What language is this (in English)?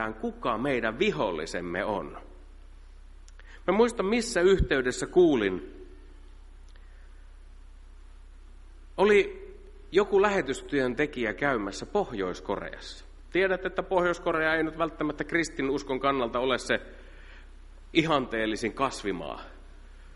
Finnish